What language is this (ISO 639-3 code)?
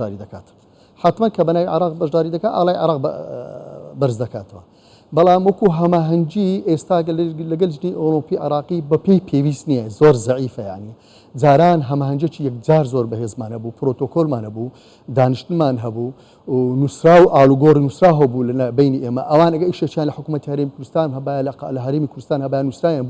ckb